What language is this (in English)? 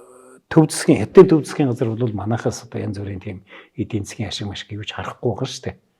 Mongolian